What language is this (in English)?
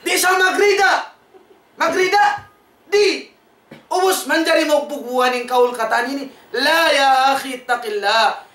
Tausug